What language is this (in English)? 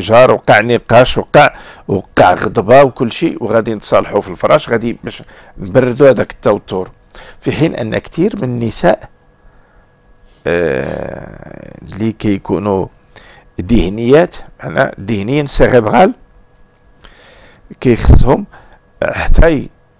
Moroccan Arabic